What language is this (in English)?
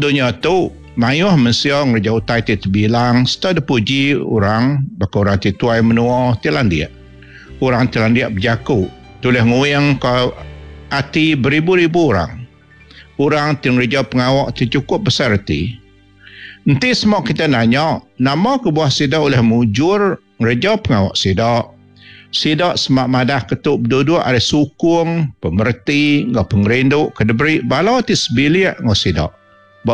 Iban